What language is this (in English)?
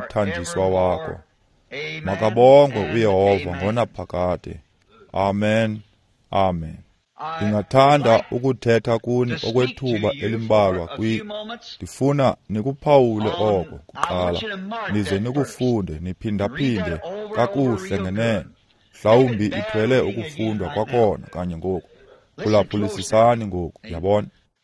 Xhosa